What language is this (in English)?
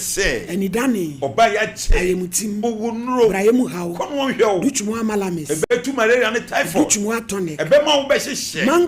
Akan